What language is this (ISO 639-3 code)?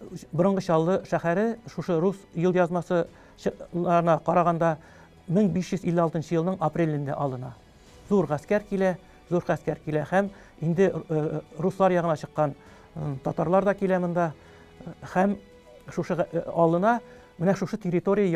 tat